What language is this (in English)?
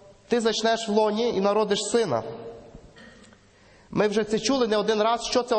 Ukrainian